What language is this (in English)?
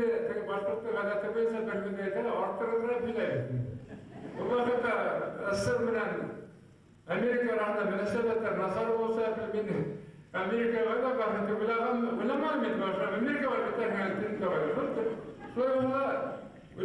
Bashkir